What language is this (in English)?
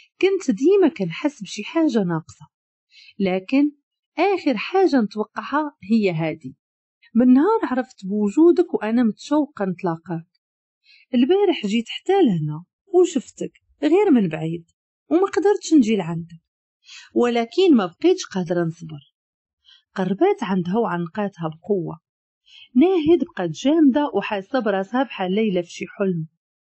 Moroccan Arabic